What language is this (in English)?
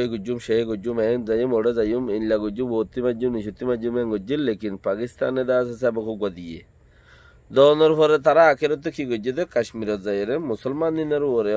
Rohingya